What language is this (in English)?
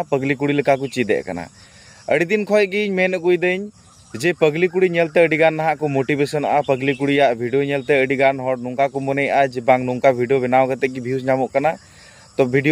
Santali